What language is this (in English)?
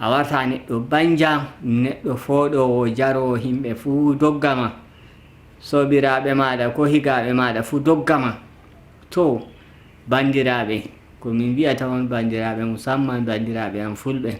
Nigerian Fulfulde